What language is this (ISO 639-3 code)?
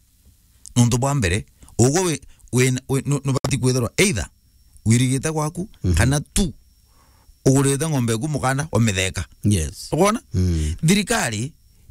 mer